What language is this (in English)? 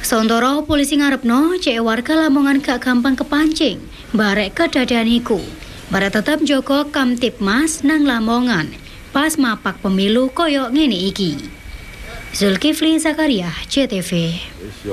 Javanese